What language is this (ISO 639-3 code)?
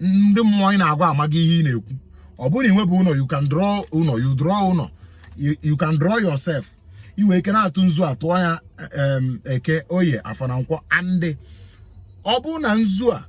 ibo